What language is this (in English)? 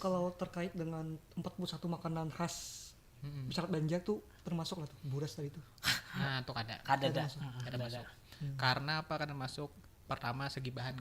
Banjar